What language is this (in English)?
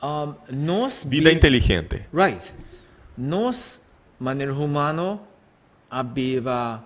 Papiamento